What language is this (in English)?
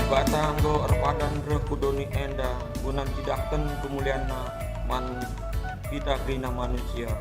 Batak Karo